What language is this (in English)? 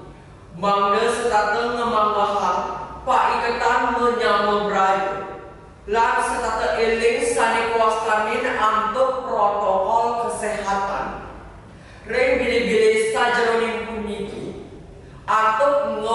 Balinese